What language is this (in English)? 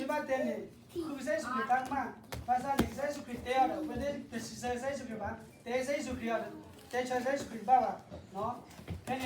S'gaw Karen